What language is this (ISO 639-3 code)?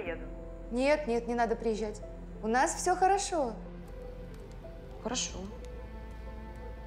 rus